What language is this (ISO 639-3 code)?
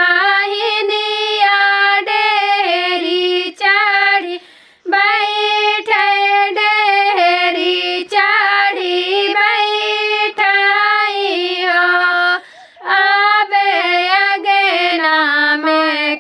bho